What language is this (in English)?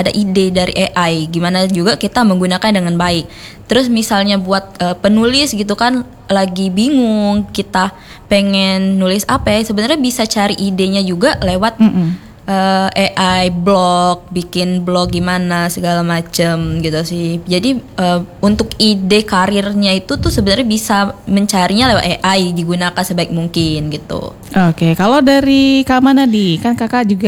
Indonesian